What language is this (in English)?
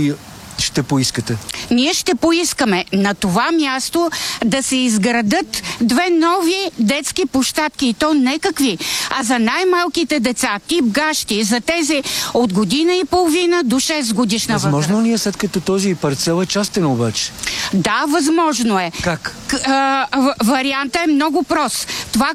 Bulgarian